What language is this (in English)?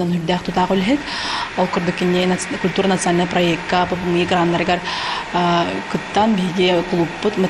Yakut